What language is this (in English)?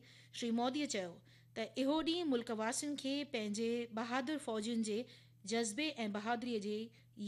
Sindhi